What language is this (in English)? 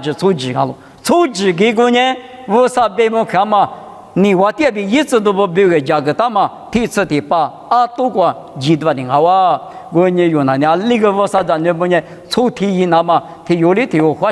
Lisu